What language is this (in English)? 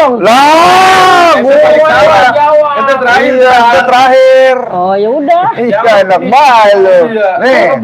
Betawi